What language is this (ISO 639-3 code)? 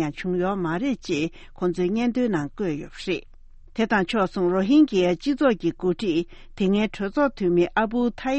bod